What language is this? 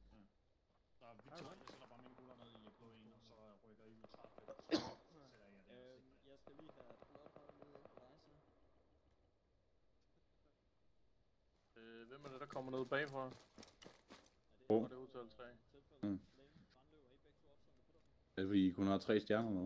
Danish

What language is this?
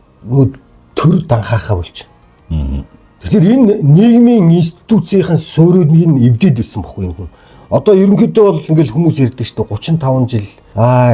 Mongolian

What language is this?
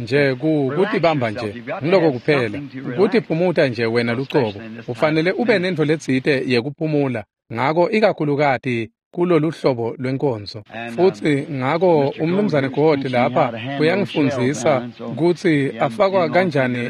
Swati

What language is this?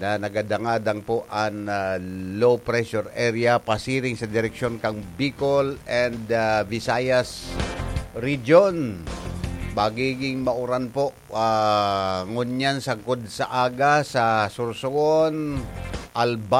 Bikol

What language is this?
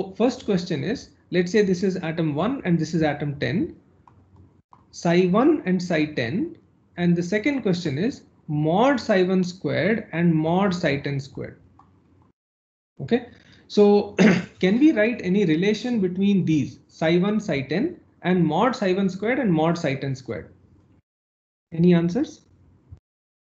English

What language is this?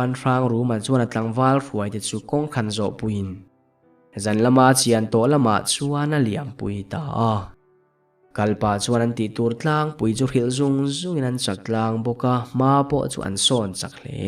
Mizo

